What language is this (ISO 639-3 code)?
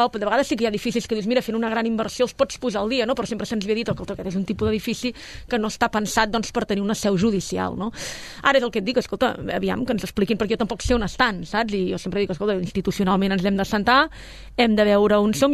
cat